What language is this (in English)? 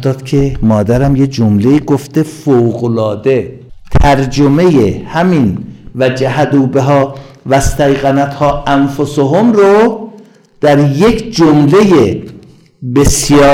Persian